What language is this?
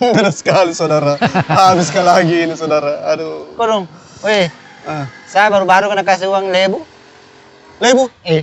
Makassar Malay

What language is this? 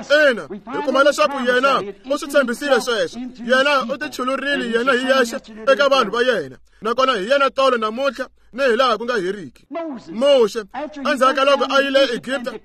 Tsonga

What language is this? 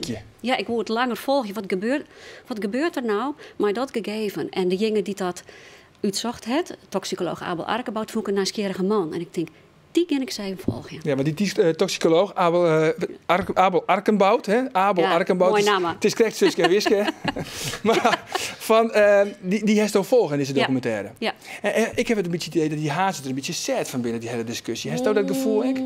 Western Frisian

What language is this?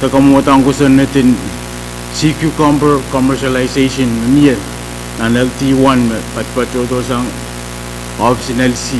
Pohnpeian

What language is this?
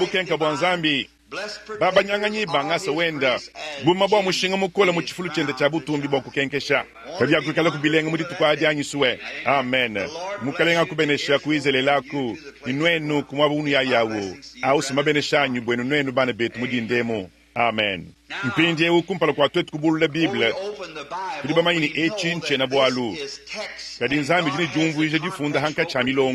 Luba-Lulua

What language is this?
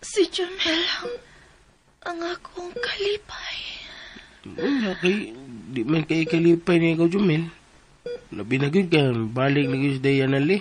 Cebuano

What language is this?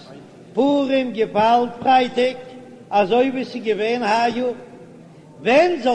Yiddish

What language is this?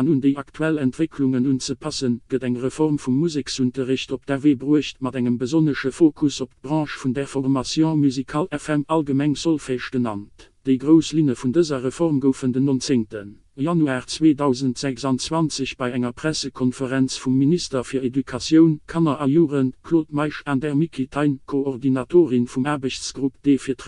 Luxembourgish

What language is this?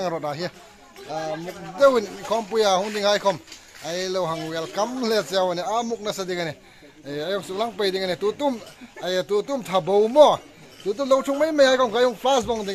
Hmar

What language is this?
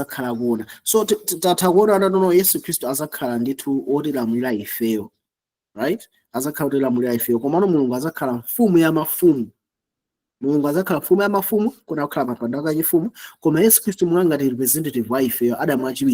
Nyanja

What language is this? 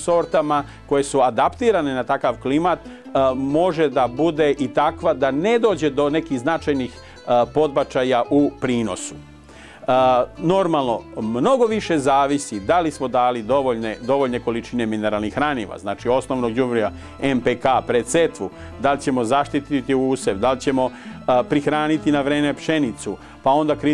Serbian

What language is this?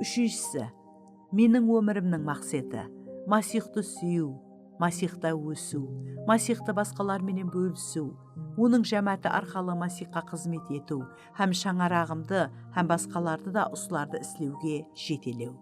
Kara-Kalpak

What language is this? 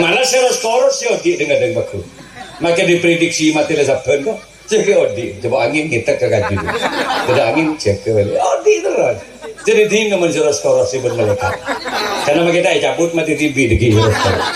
Madurese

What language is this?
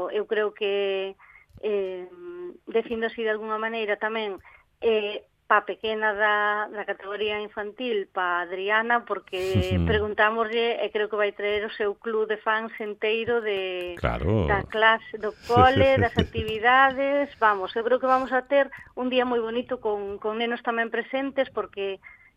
Galician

